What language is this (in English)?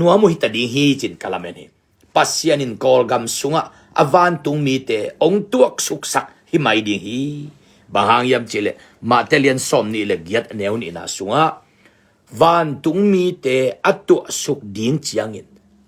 Tedim Chin